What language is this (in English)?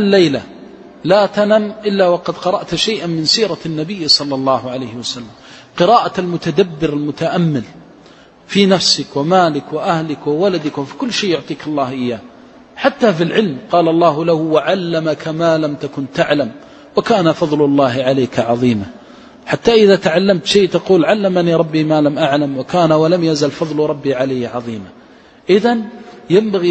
Arabic